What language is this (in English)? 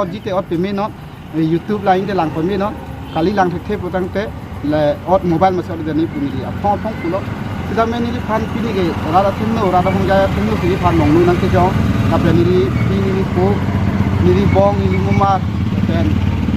Karbi